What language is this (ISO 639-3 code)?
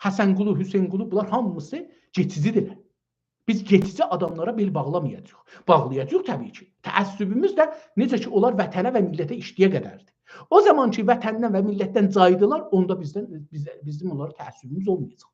azb